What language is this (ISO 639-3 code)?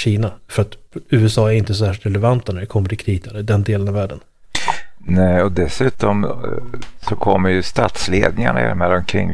swe